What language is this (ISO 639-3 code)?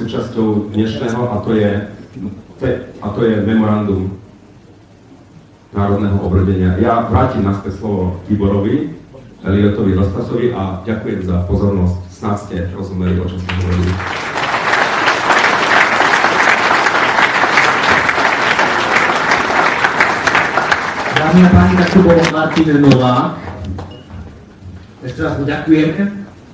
slk